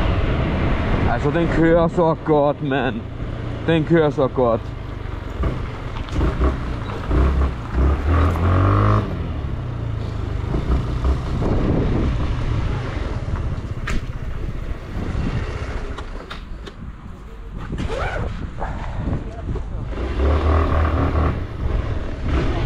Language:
Danish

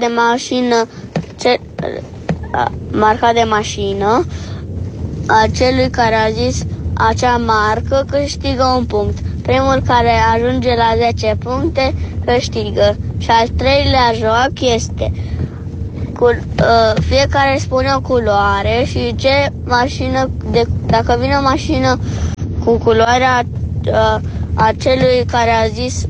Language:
Romanian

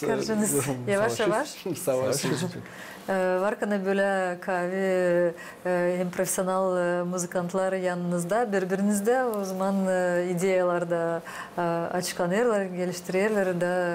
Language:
Gagauz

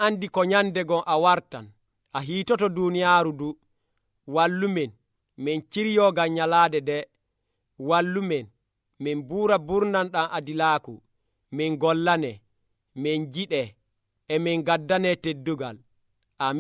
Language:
Nigerian Fulfulde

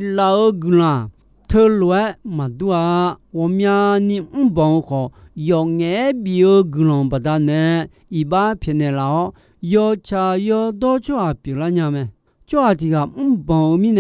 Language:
Akha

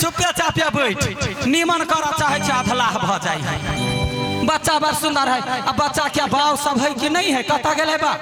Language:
Maithili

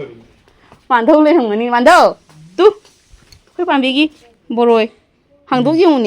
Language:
Manipuri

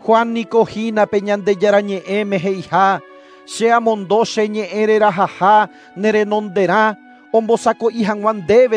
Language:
Guarani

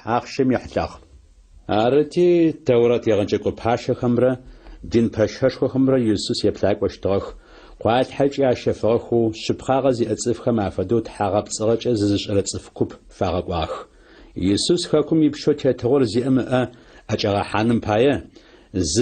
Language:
Adyghe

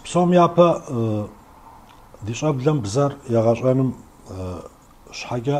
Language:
Kabardian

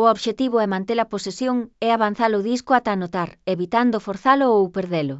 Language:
Galician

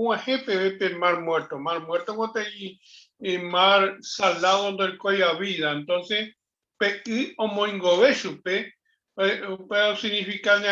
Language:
Guarani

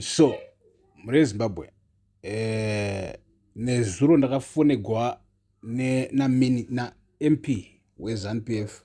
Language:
Shona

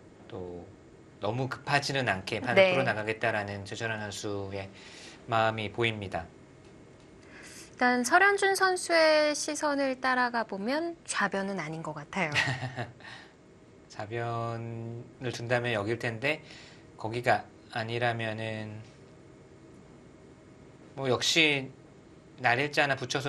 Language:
Korean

